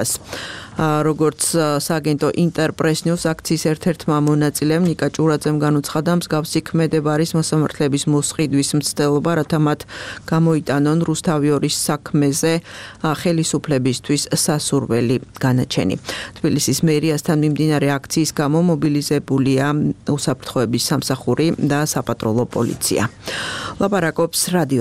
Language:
Georgian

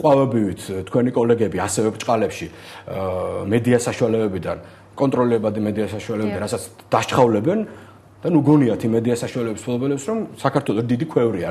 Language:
Georgian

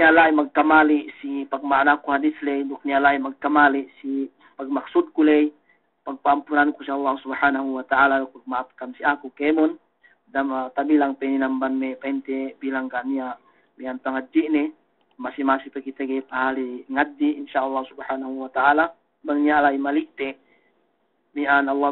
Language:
Yakan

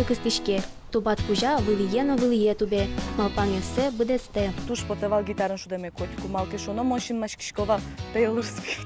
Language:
Udmurt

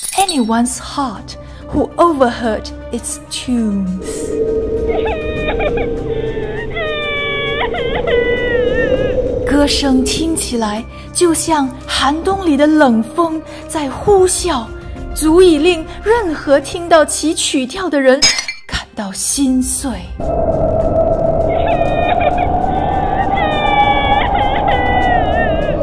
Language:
Chinese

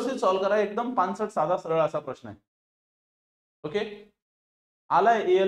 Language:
Marathi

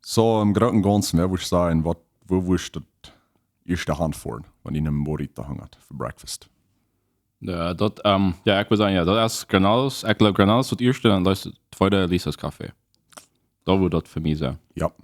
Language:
Plautdietsch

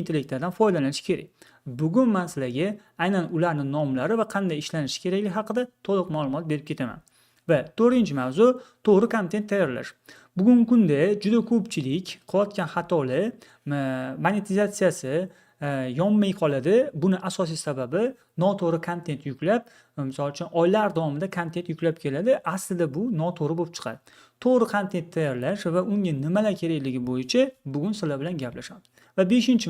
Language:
Uzbek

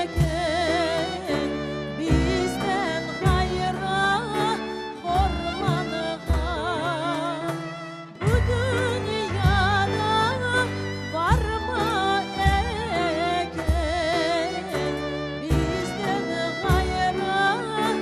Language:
Crimean Tatar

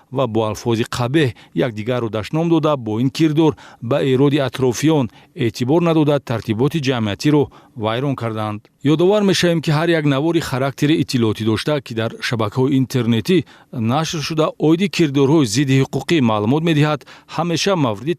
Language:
Tajik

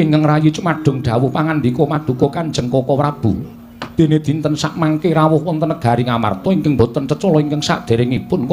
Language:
Javanese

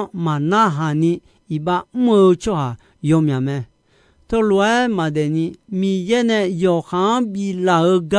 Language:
Akha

